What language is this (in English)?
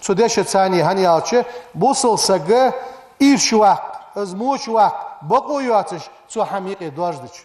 Ingush